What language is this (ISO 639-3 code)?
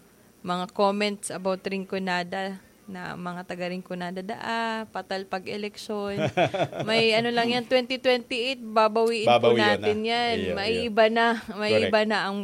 bik